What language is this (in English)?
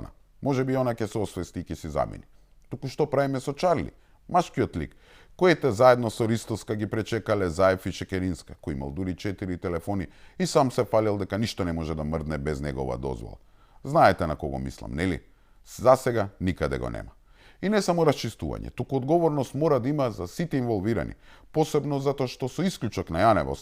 Macedonian